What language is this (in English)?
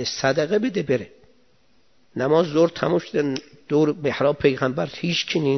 Persian